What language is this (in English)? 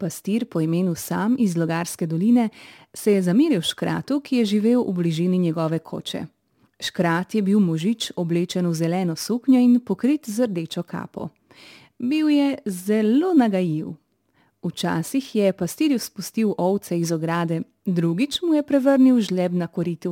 Slovenian